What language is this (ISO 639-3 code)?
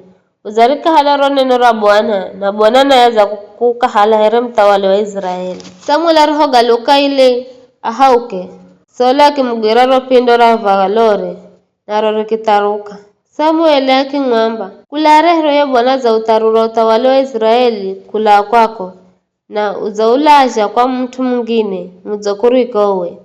nyf